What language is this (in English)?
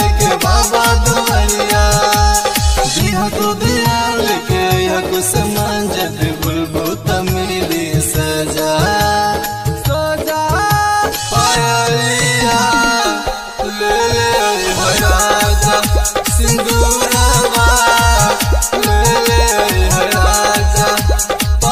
Bhojpuri